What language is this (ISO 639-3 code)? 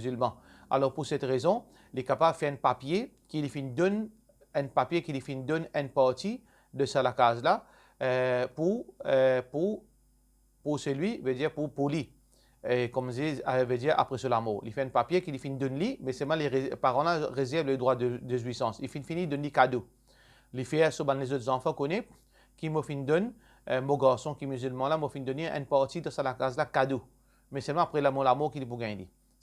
mfe